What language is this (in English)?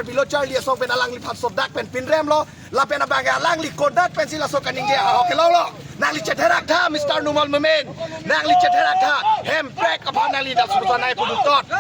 Karbi